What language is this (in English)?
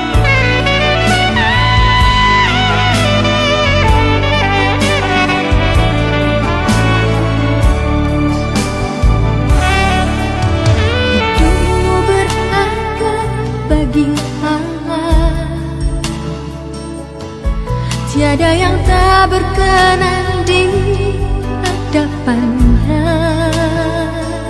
Indonesian